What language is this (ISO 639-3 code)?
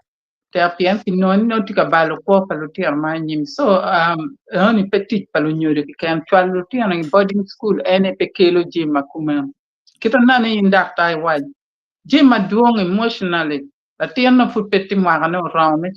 ach